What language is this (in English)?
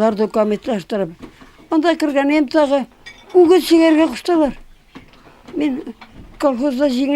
Tatar